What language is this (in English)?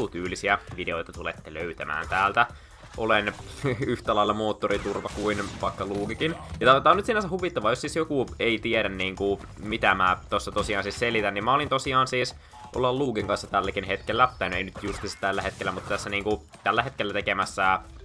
Finnish